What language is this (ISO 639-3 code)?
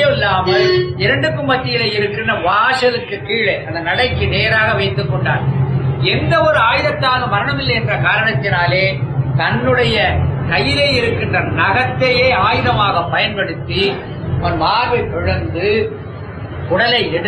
tam